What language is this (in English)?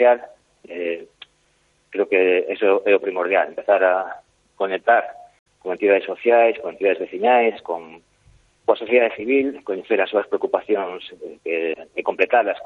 Galician